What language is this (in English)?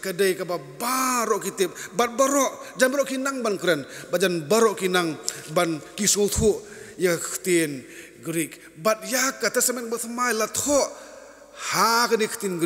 Khasi